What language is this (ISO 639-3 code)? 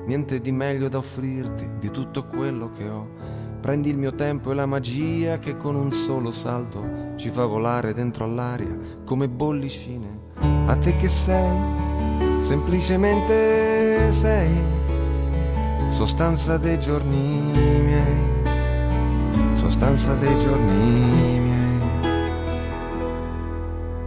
ita